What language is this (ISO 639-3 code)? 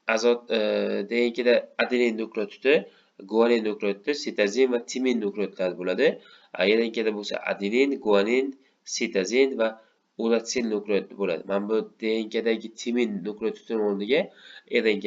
uzb